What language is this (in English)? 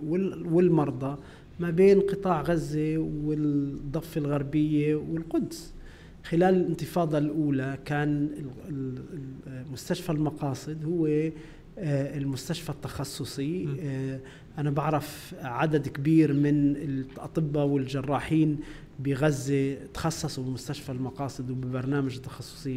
North Levantine Arabic